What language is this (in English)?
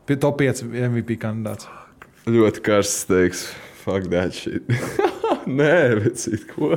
Latvian